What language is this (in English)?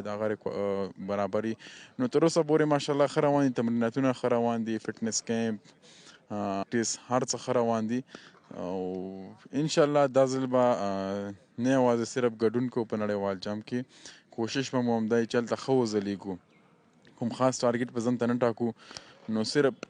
Pashto